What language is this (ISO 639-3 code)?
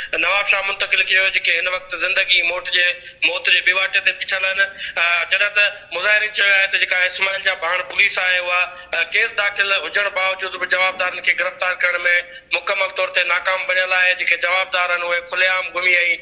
snd